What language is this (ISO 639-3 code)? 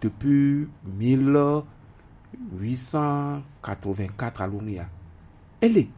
gej